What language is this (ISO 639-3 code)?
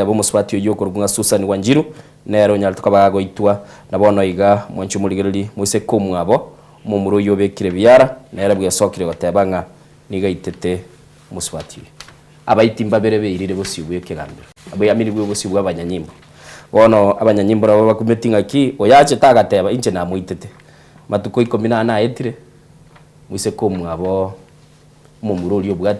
guz